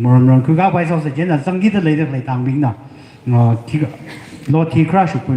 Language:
Tangkhul Naga (India)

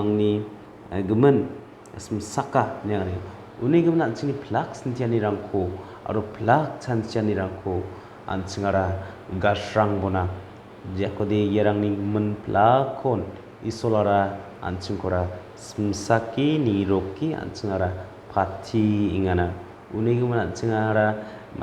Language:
Garo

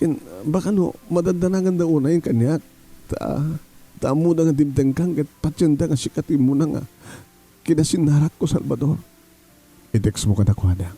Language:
Iloko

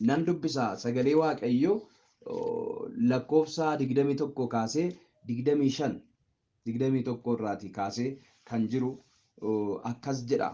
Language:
Oromo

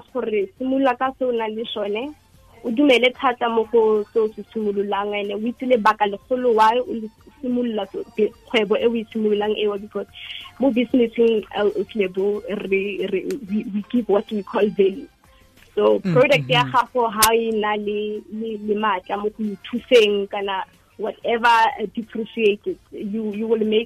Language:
Tswana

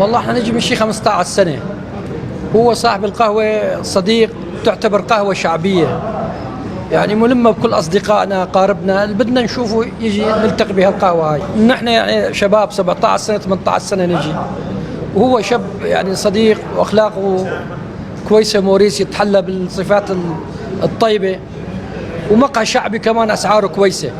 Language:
North Levantine Arabic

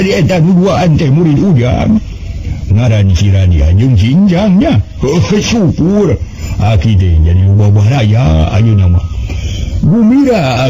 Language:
Sundanese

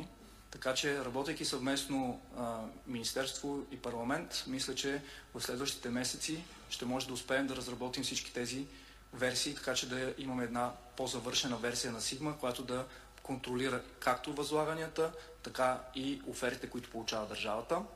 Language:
Bulgarian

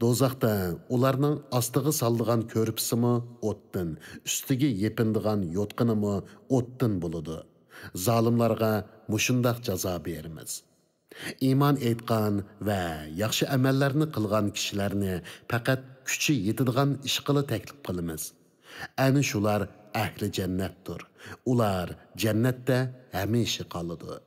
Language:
Uyghur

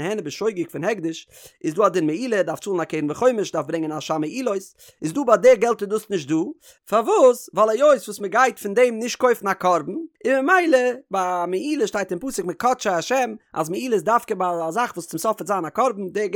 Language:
Yiddish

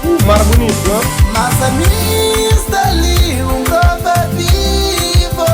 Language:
Kabuverdianu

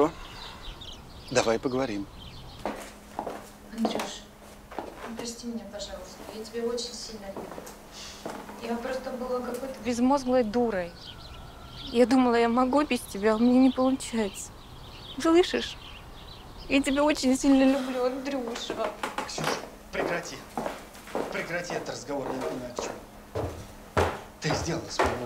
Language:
Russian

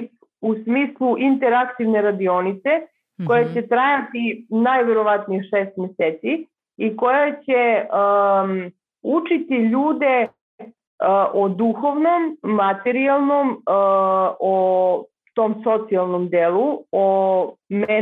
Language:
Serbian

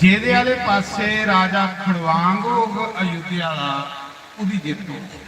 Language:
Dogri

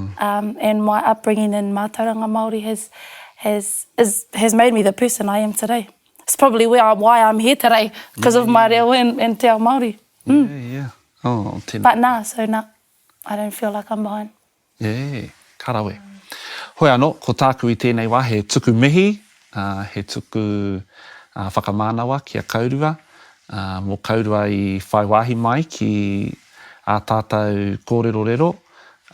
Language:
Māori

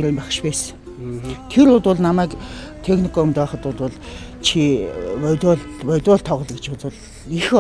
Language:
Mongolian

